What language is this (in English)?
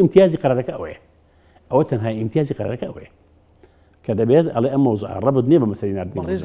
Central Kurdish